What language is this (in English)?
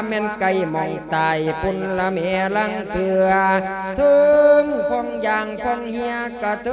Lao